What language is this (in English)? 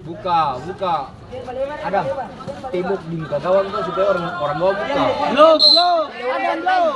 Ambonese Malay